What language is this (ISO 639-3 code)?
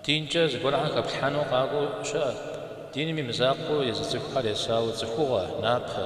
kbd